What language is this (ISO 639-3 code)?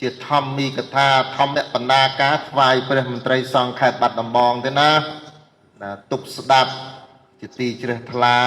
khm